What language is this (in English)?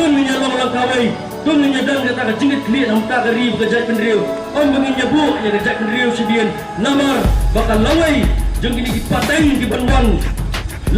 Khasi